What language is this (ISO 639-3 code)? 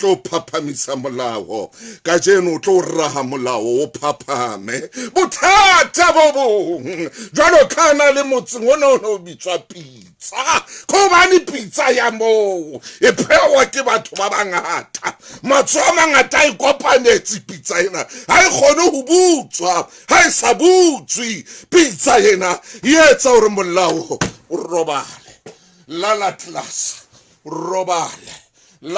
sot